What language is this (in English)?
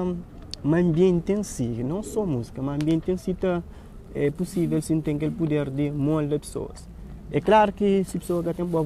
Kabuverdianu